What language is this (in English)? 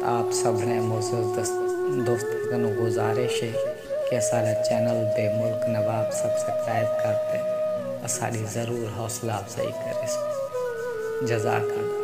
Saraiki